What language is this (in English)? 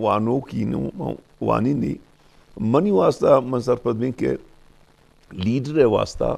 Eastern Balochi